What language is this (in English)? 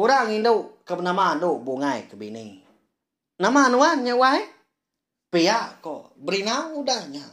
Iban